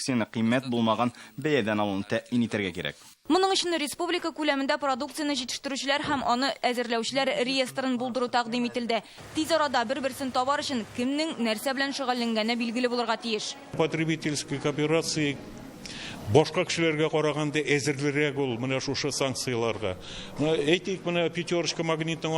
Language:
Tatar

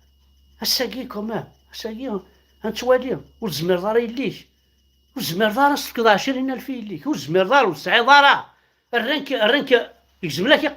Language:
Kabyle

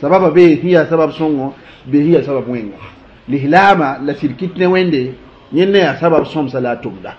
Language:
Mossi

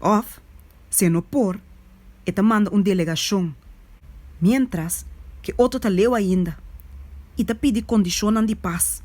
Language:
Papiamento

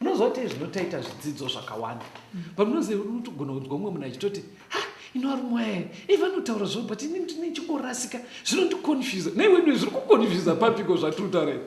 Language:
Shona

